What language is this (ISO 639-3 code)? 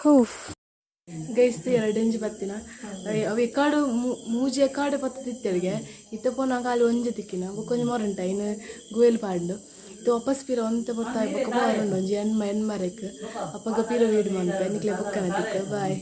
tcy